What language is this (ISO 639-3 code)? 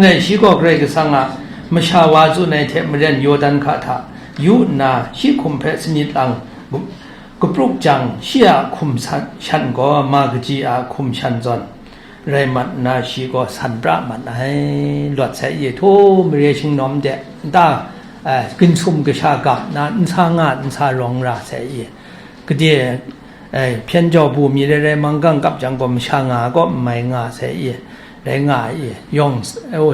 kac